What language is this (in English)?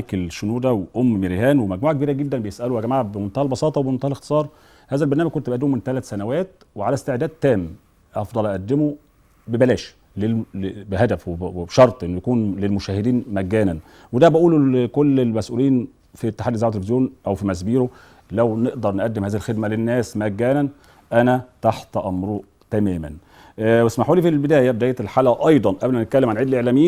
Egyptian Arabic